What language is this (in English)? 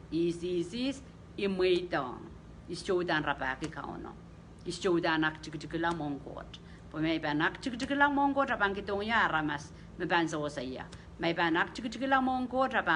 Pohnpeian